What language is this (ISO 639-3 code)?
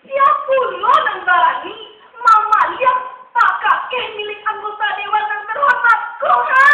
min